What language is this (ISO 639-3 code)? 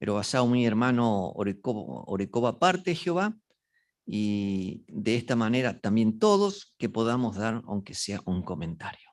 grn